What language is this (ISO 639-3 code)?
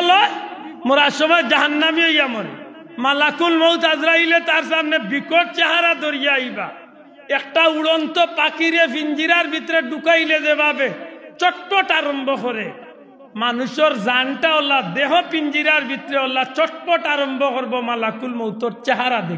syl